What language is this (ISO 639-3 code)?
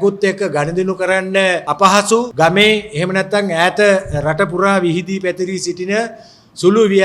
sin